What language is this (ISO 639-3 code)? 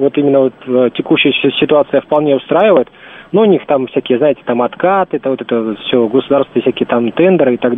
rus